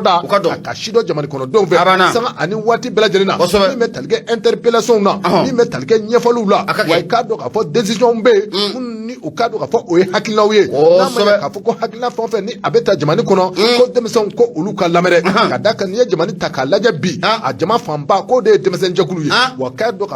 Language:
Bambara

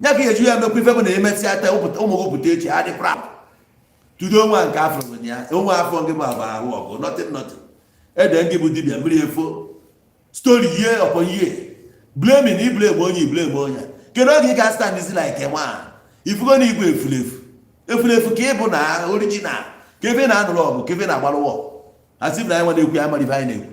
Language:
Igbo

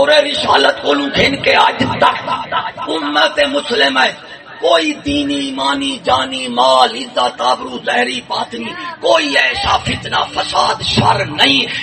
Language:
Saraiki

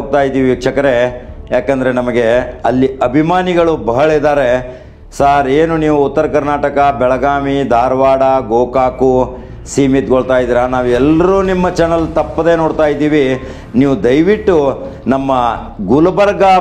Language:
Kannada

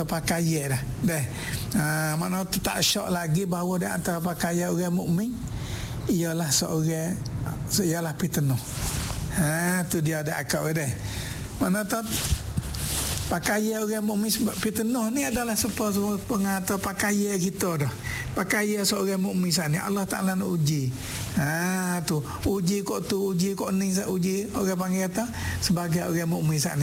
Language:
Malay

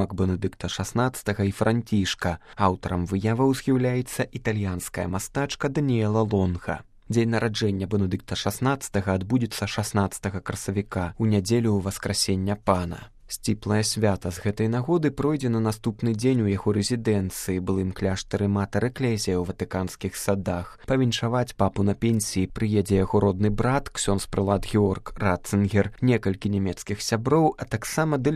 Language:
Belarusian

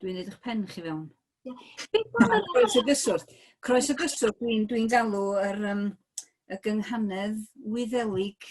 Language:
Welsh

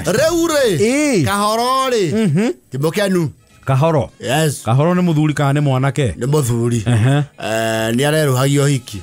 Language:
Kikuyu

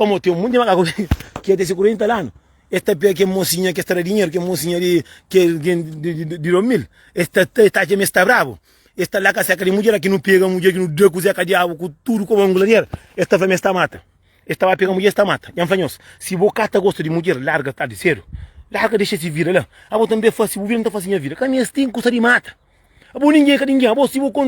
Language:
Kabuverdianu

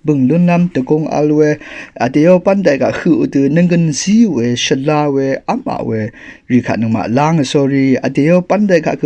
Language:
Rawang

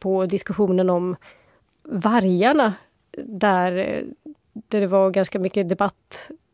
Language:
Swedish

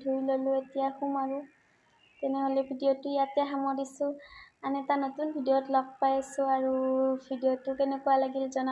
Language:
Assamese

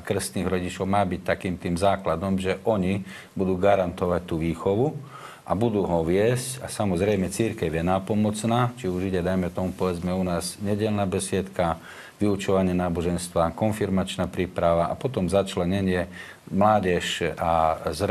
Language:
Slovak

